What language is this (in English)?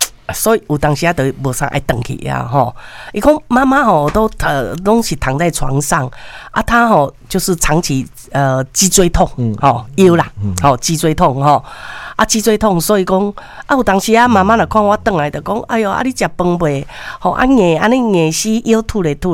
Min Nan Chinese